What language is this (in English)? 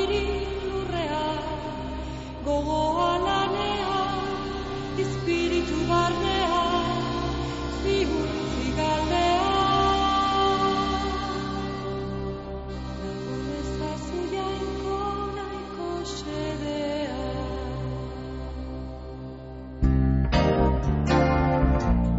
Basque